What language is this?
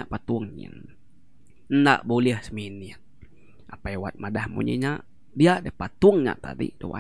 Iban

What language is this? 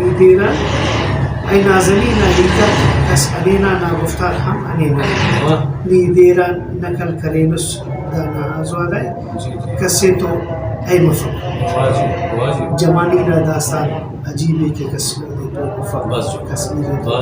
Brahui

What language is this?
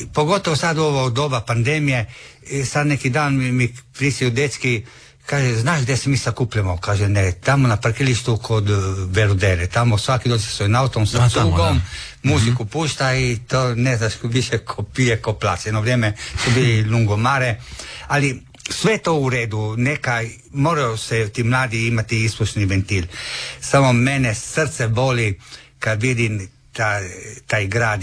Croatian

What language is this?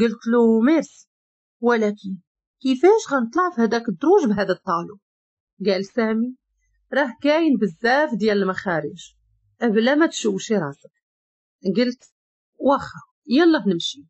Moroccan Arabic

